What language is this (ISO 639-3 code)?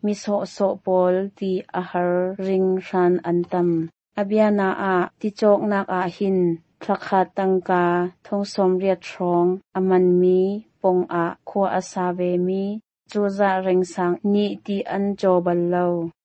cnh